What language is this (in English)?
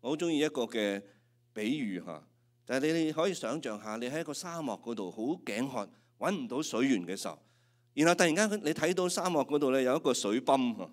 Cantonese